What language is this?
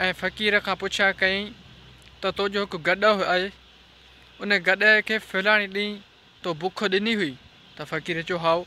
Sindhi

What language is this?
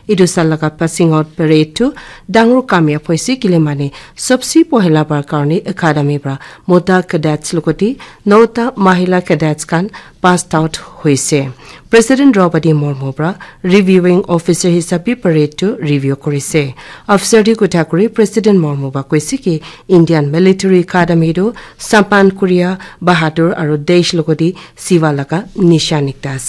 Naga Pidgin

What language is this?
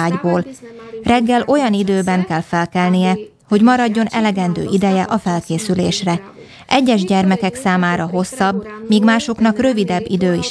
Hungarian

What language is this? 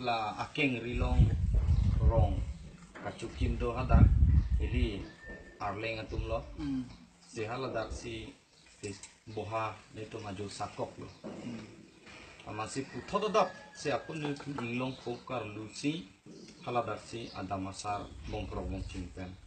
Karbi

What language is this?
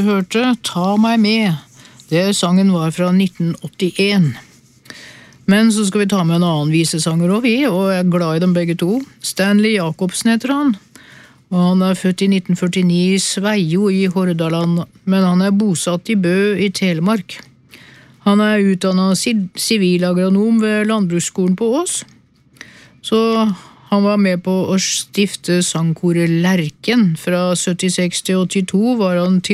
Norwegian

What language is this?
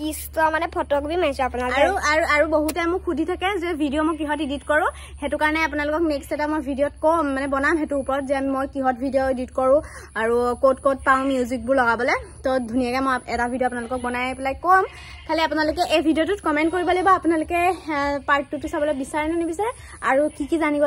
Assamese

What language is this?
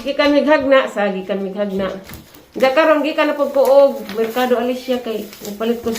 Cebuano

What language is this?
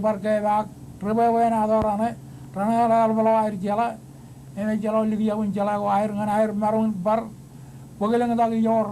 Marshallese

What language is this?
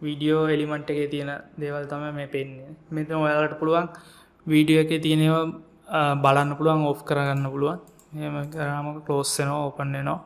Sinhala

